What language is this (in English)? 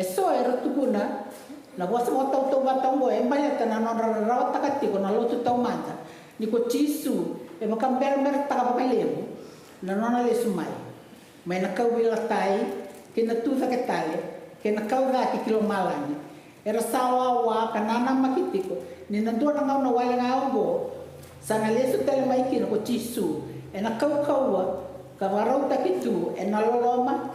Fijian